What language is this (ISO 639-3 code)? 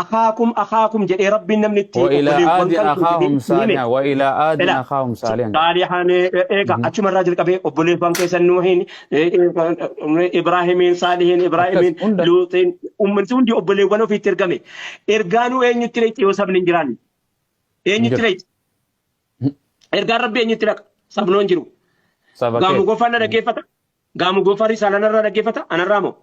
orm